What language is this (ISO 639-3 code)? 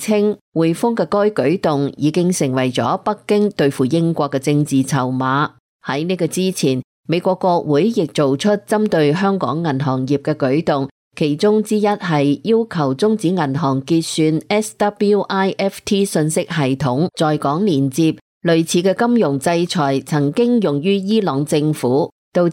yue